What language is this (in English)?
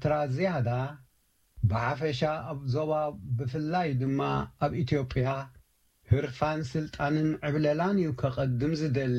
Tigrinya